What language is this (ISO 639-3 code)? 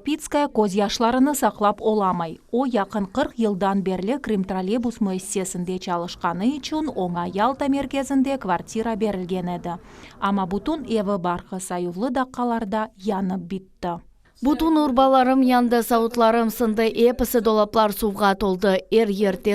crh